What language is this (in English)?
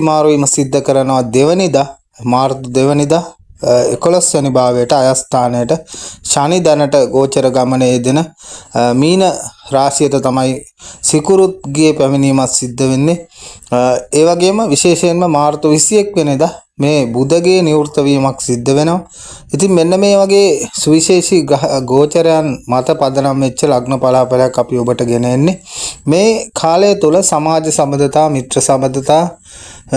Sinhala